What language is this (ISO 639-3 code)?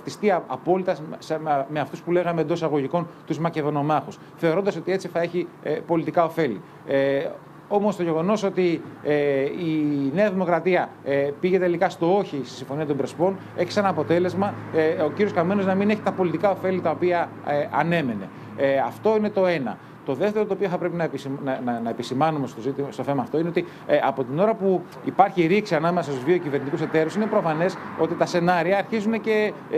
ell